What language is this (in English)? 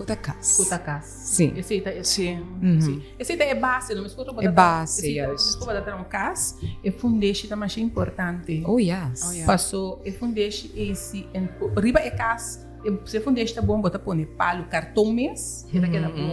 Papiamento